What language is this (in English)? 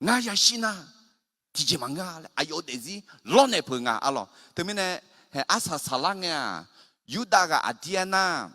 Akha